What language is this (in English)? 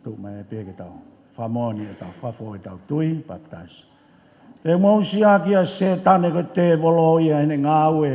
Tongan